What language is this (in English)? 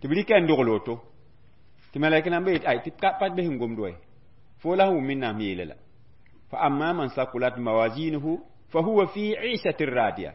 Mossi